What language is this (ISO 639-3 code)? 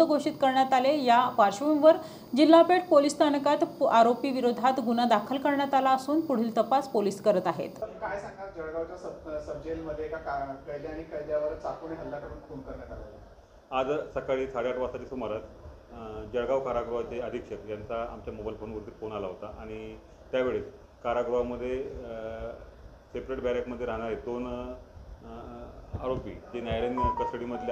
mar